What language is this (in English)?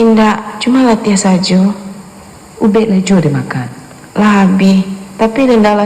Minangkabau